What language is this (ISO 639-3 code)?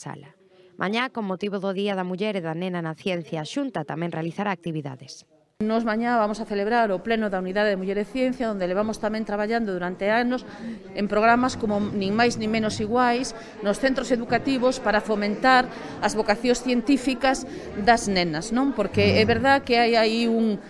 glg